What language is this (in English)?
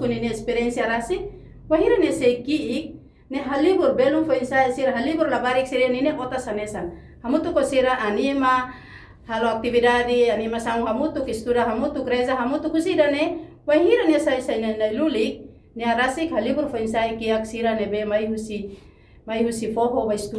Tetum